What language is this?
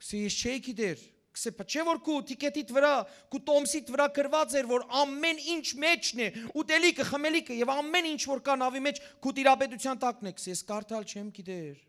Western Armenian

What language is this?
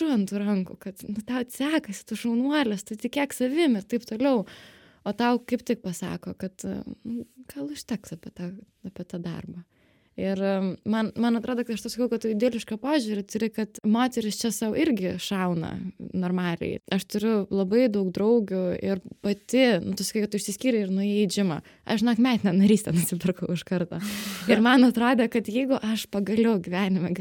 Lithuanian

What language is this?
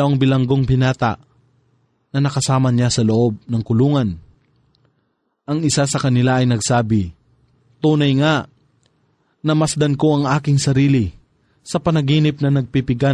Filipino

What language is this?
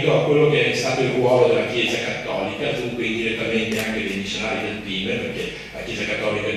Italian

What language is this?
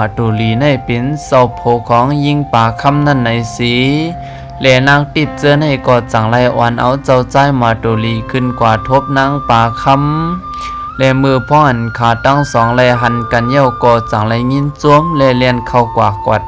Shan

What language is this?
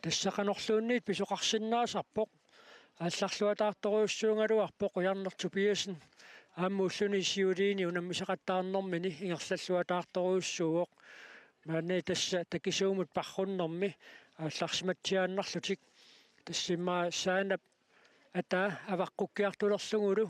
Kalaallisut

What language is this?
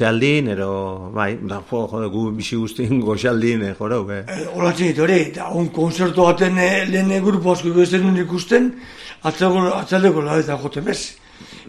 Basque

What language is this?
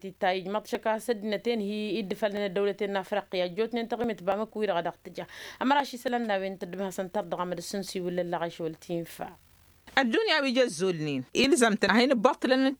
Tamasheq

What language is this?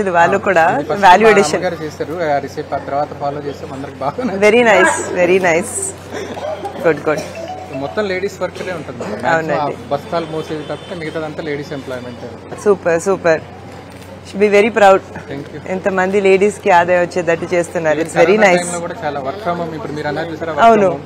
Telugu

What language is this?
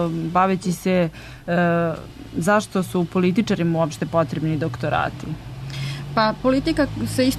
Serbian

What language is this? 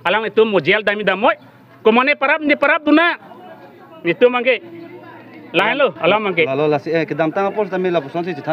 Karbi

